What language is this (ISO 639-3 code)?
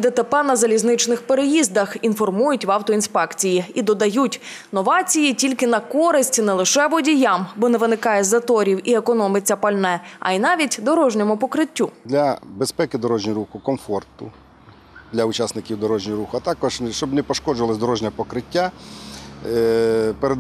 ukr